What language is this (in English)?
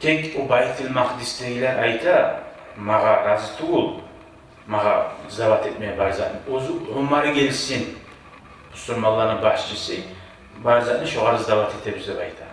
Kumyk